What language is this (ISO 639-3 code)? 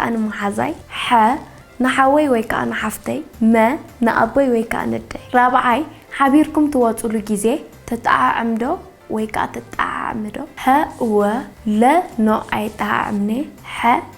tir